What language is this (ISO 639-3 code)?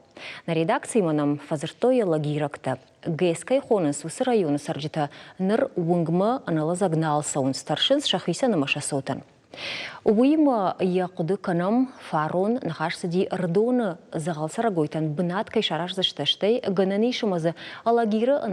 oss